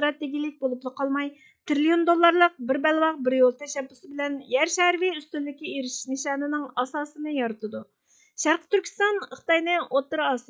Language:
Uyghur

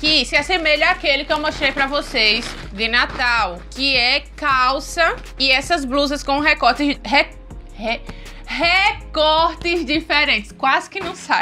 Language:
Portuguese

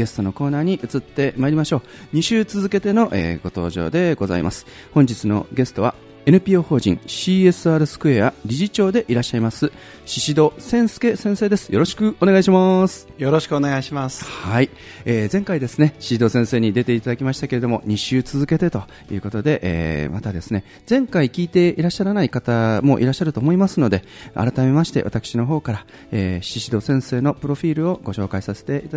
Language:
Japanese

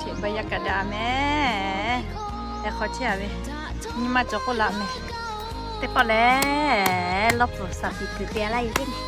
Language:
Lahu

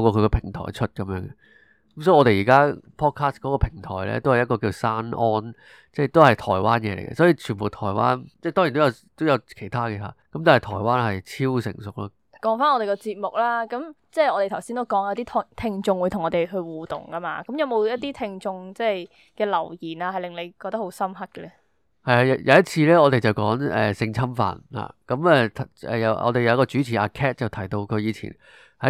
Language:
Cantonese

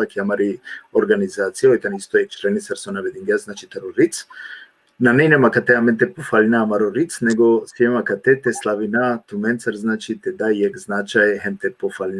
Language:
Balkan Romani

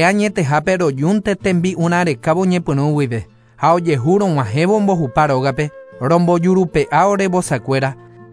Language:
Guarani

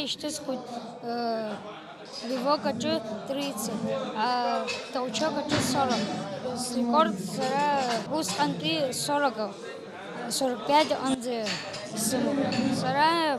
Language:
Abkhazian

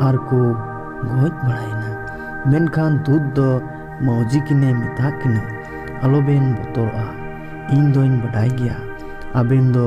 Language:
Santali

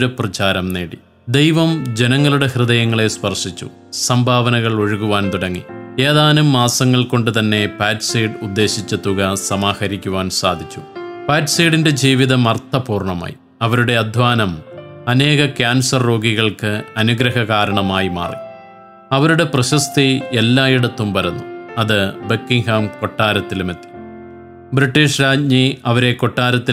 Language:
Malayalam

